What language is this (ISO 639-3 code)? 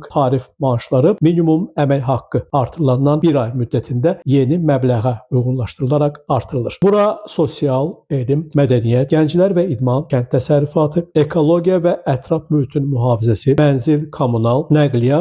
aze